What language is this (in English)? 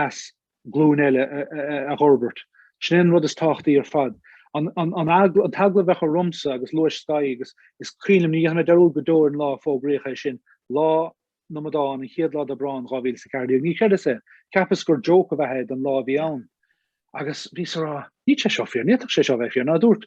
Irish